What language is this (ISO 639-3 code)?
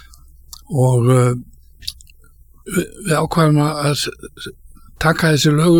isl